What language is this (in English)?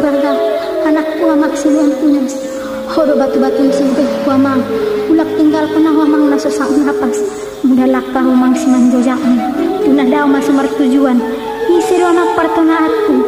Batak Angkola